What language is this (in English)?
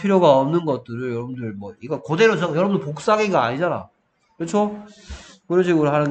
Korean